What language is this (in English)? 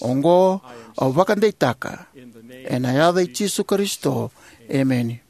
Fijian